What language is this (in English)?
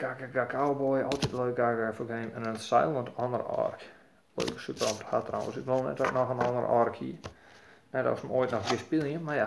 Western Frisian